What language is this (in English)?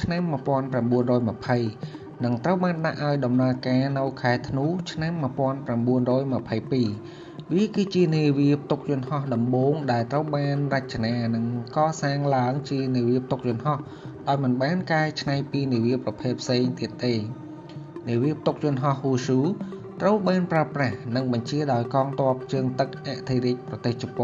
Khmer